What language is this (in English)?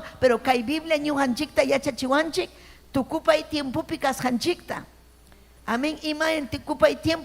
Ayacucho Quechua